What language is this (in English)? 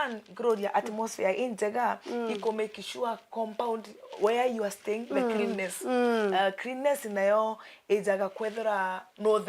Meru